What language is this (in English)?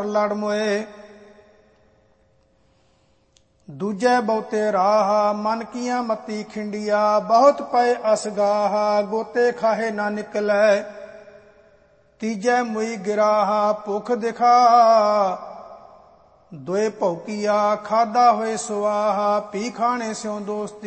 Punjabi